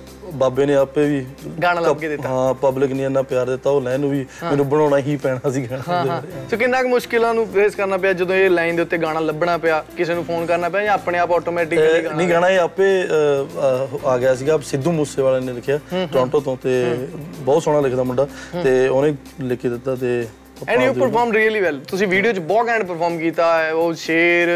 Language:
Punjabi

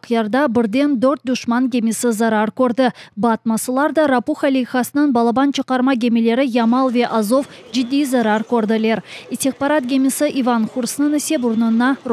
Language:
Crimean Tatar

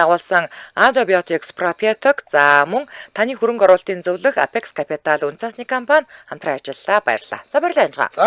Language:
Mongolian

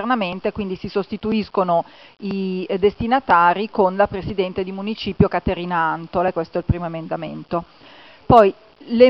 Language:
Italian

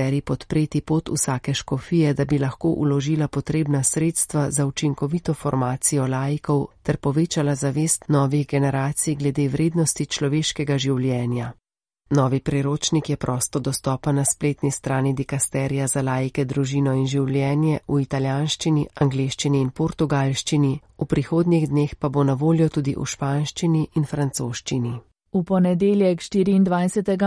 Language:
Slovenian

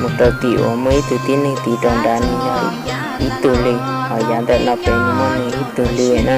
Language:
Hmong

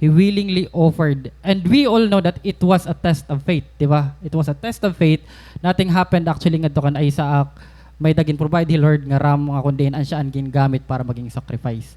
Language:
Waray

